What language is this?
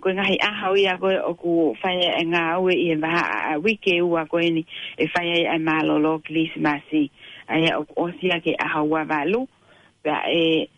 Tongan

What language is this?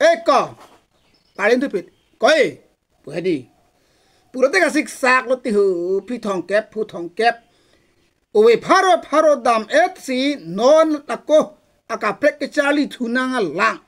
Karbi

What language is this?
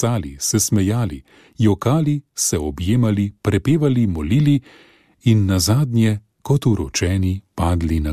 Slovenian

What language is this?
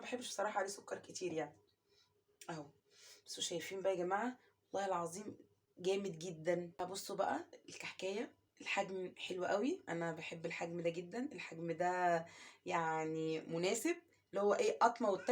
Egyptian Arabic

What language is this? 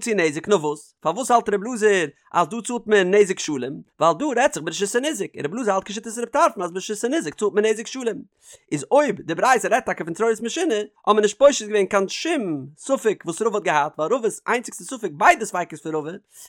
Yiddish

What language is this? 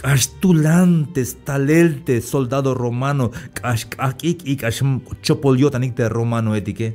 Tzeltal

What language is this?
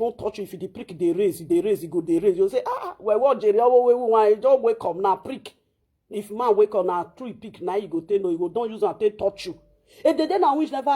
Nigerian Pidgin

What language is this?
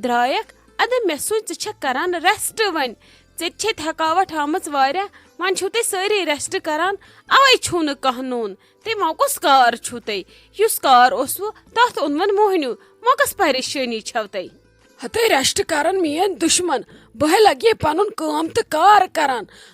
Kashmiri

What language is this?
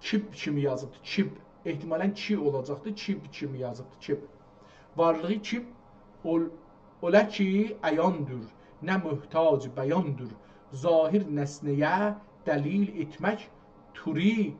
South Azerbaijani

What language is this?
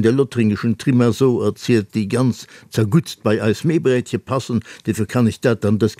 Luxembourgish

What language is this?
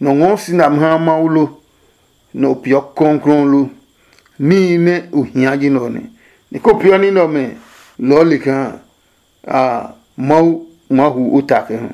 Adangme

